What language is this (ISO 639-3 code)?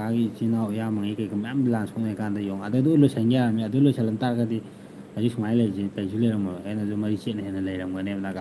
mni